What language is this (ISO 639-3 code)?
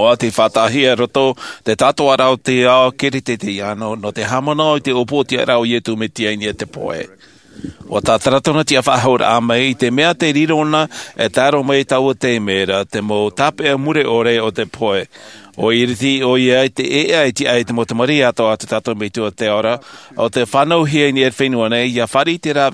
tah